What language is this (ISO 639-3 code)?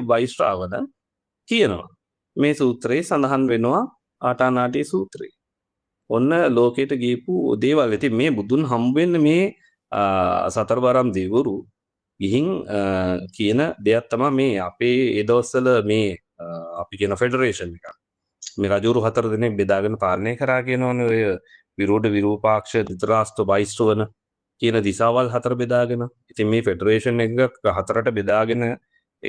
sin